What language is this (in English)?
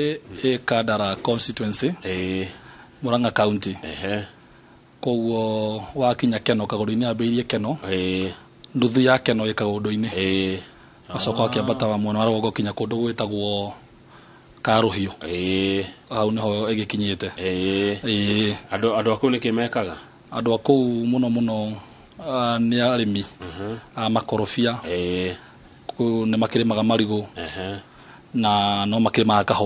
Kikuyu